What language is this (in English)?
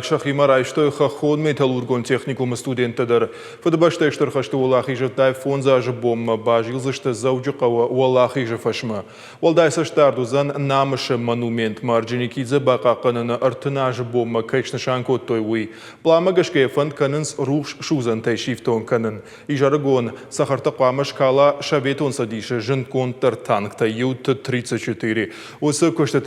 Ossetic